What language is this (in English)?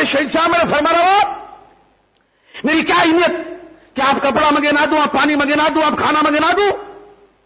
Urdu